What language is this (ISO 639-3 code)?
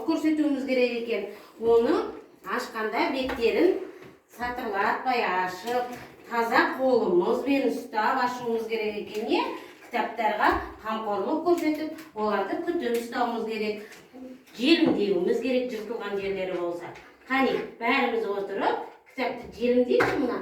kaz